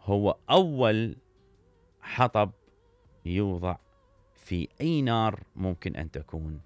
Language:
Mesopotamian Arabic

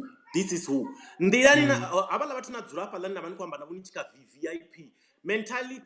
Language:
Venda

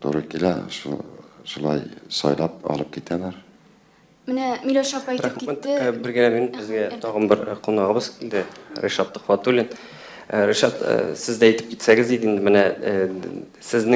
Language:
Tatar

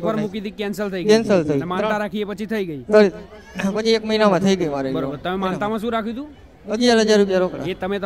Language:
Gujarati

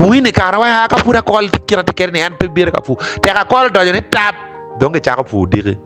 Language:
Acoli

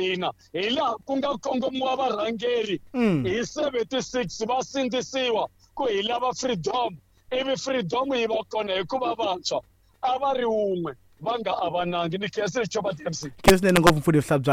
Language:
Tsonga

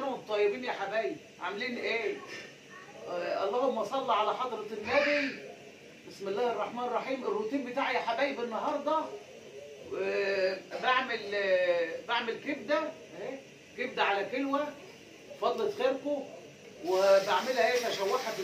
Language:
Egyptian Arabic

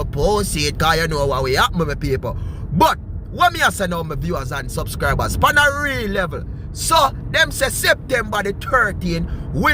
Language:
Jamaican Creole English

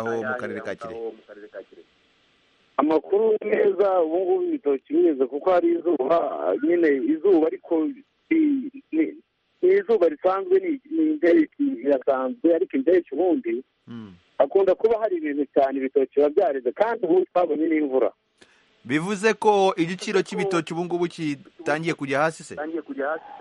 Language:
Kinyarwanda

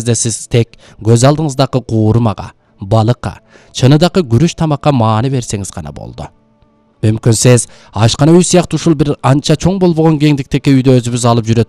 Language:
Kyrgyz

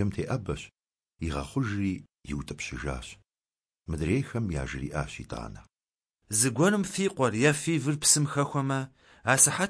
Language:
Kabardian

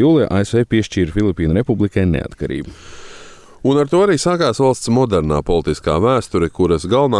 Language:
Latvian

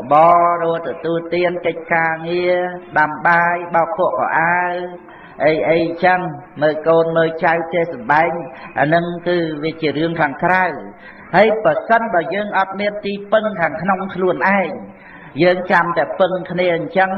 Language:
Khmer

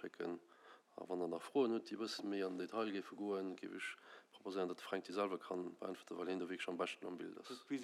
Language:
Luxembourgish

